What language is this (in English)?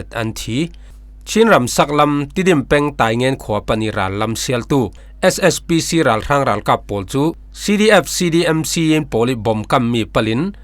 Falam Chin